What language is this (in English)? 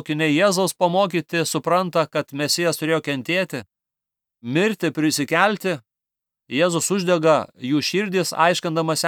Lithuanian